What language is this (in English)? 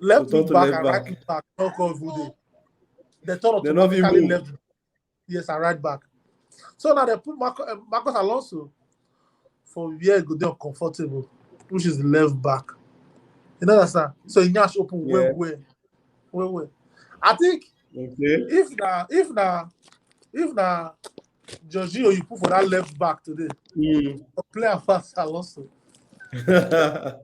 Nigerian Pidgin